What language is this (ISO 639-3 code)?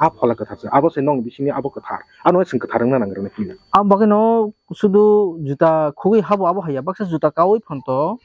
trp